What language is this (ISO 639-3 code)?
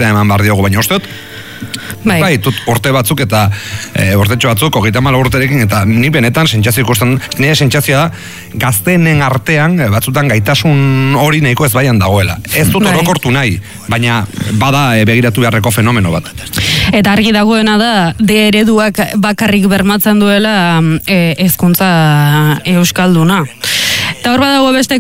eus